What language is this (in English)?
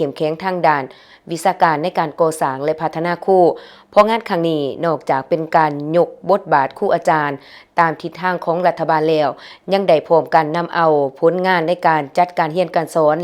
Lao